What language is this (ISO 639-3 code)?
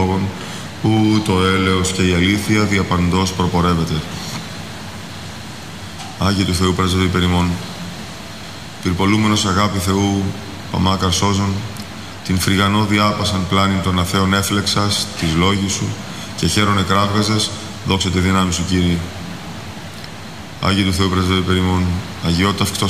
ell